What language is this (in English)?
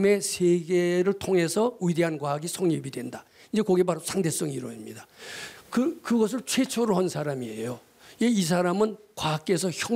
Korean